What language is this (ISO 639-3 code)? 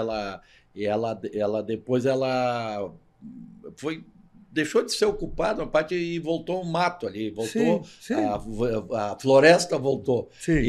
por